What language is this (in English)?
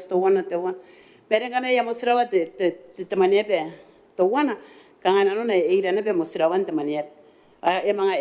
Gilbertese